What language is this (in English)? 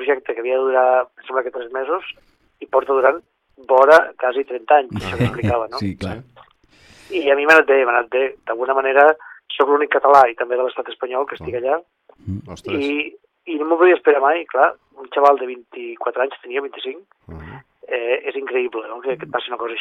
Catalan